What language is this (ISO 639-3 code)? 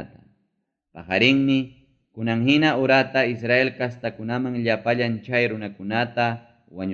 quy